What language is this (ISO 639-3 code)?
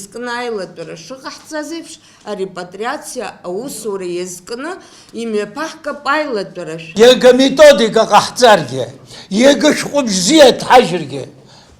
abk